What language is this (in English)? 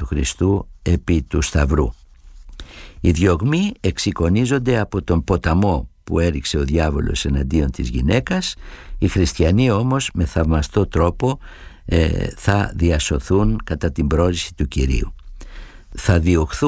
Greek